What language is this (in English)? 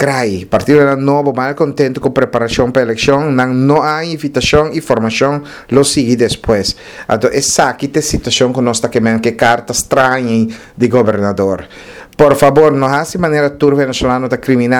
Papiamento